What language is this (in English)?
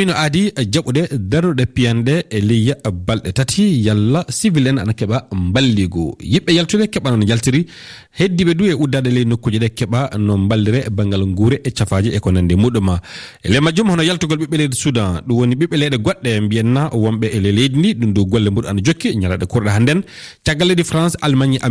Fula